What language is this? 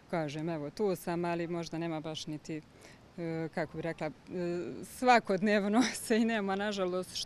Croatian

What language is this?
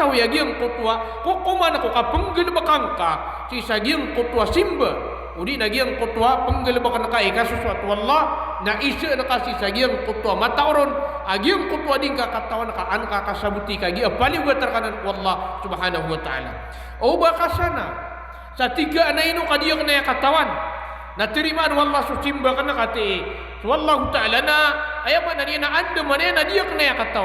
Maranao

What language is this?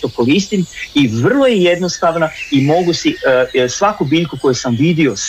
Croatian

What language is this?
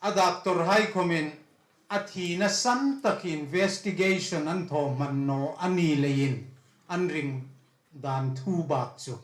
Hmar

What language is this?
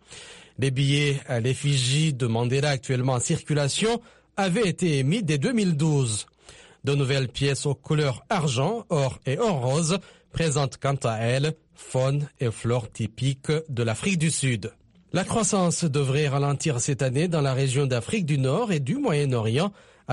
French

